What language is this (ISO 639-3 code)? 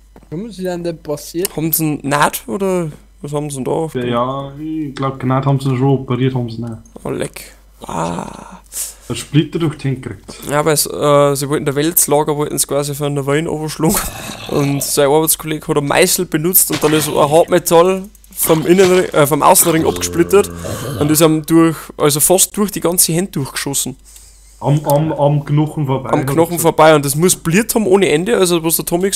bar